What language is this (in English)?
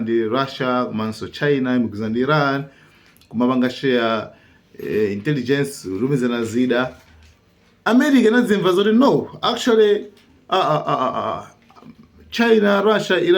Nyanja